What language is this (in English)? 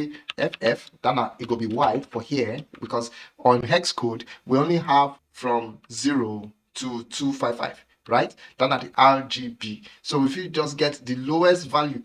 Nigerian Pidgin